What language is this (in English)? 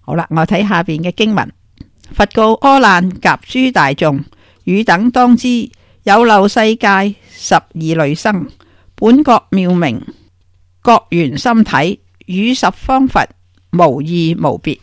Cantonese